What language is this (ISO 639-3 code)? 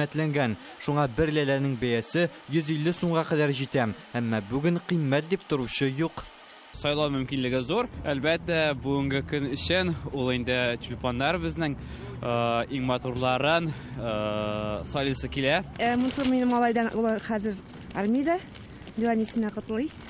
tat